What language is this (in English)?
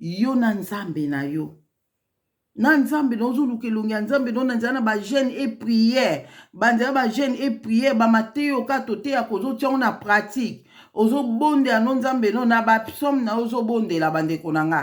Lingala